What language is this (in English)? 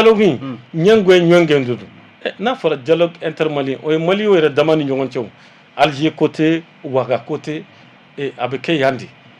Bambara